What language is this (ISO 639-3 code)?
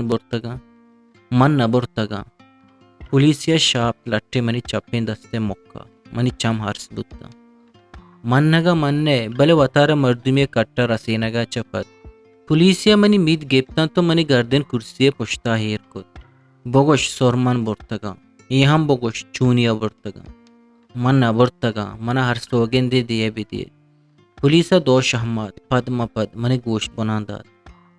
bgp